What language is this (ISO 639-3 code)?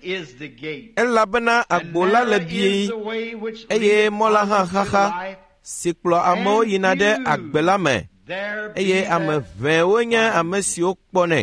ewe